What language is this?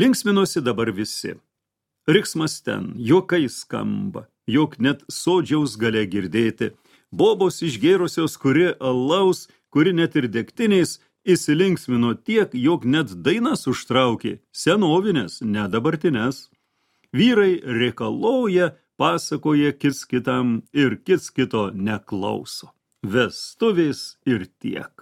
Lithuanian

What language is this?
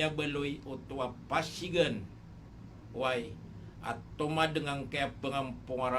Maranao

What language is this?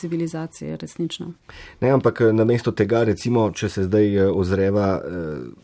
Slovenian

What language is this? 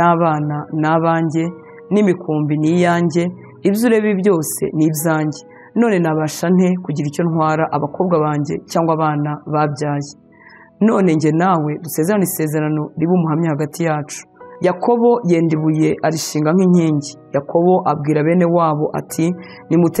Kinyarwanda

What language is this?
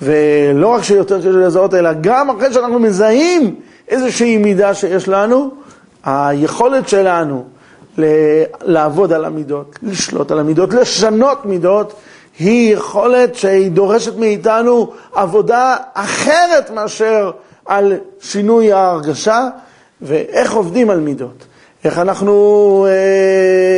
Hebrew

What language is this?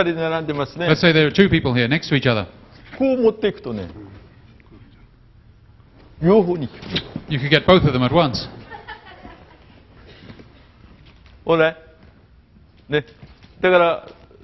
Japanese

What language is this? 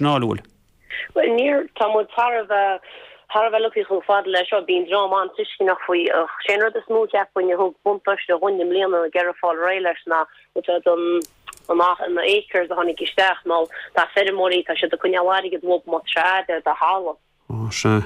Irish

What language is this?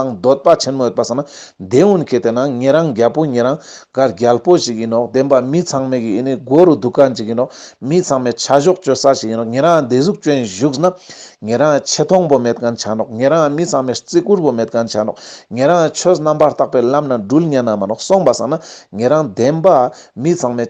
Ladakhi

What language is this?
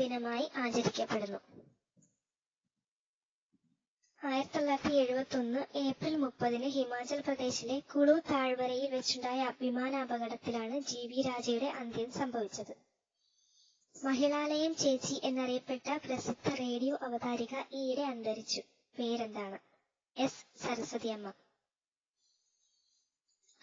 Malayalam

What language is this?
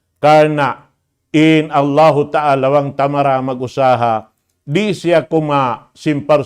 Tausug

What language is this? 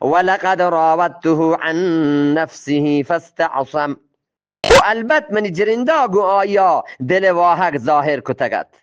Eastern Balochi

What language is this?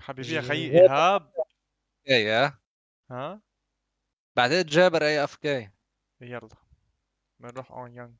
North Levantine Arabic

